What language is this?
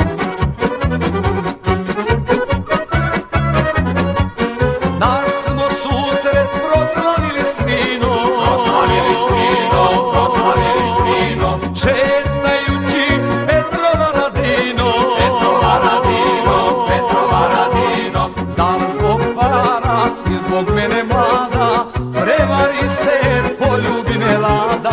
Serbian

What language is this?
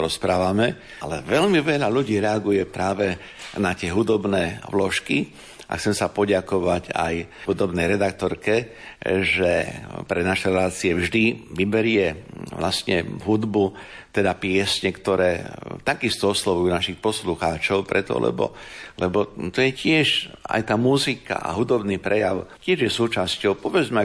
Slovak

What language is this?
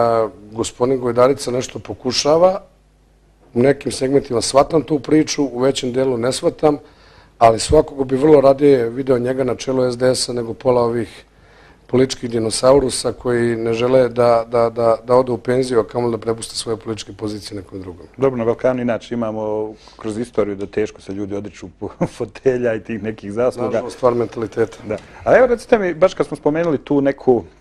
Bosnian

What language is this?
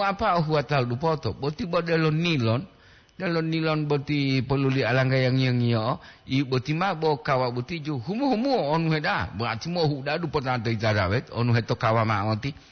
Gorontalo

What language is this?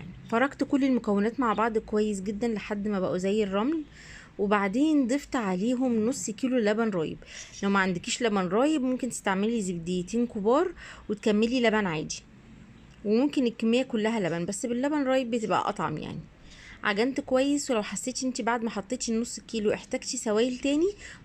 Egyptian Arabic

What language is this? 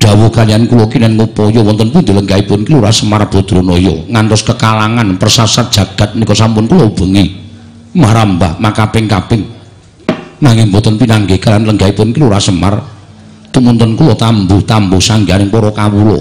Javanese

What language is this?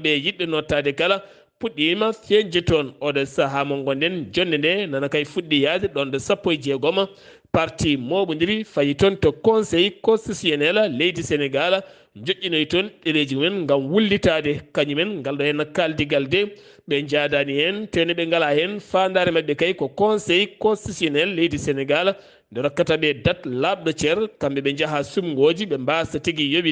Fula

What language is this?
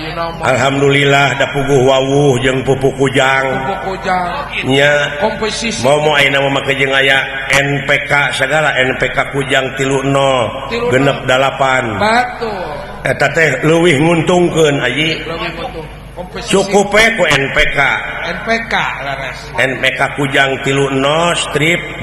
Sundanese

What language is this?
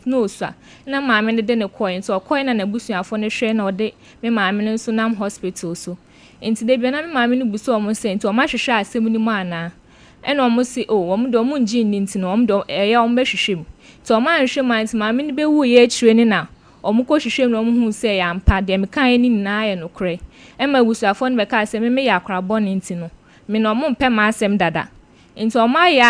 Akan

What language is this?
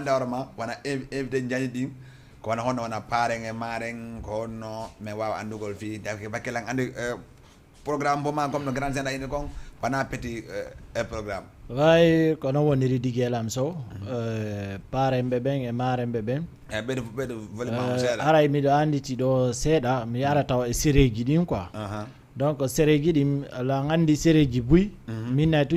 Fula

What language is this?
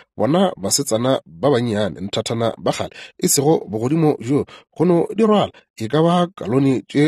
Northern Sotho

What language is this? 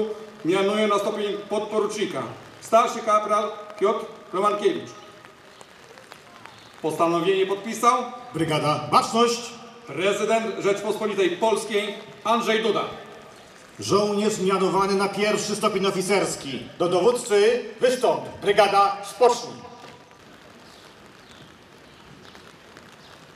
Polish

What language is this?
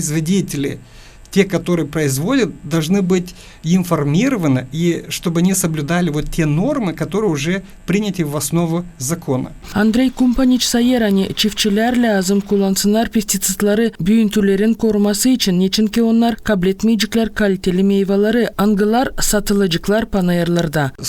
Gagauz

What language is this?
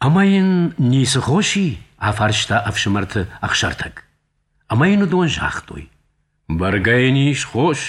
Ossetic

